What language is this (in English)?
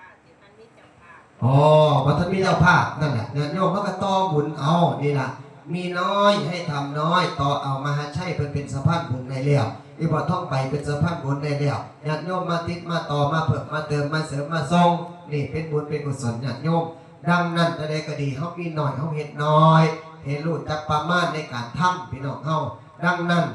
Northeastern Thai